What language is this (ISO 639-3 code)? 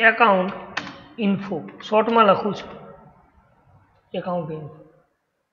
guj